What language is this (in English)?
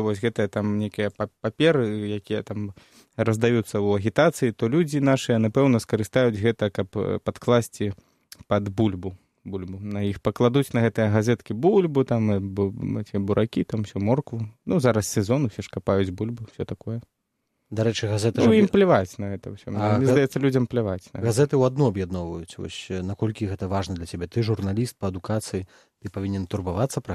Belarusian